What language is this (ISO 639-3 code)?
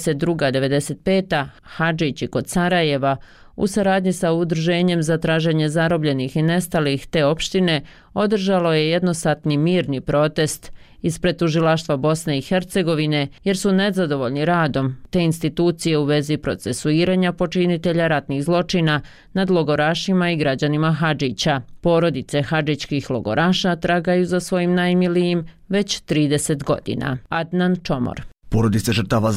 bos